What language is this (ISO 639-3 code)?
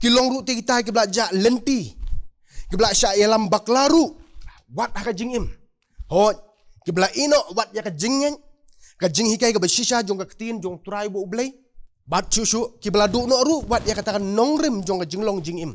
kha